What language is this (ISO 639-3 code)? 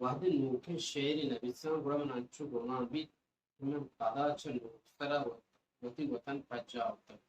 bal